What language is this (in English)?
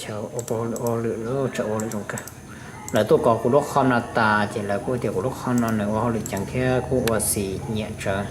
Hmong